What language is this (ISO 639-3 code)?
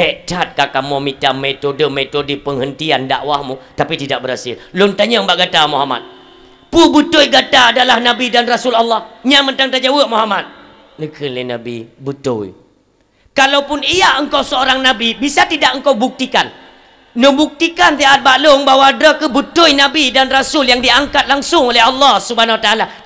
ace